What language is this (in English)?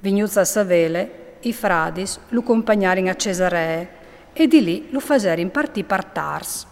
Friulian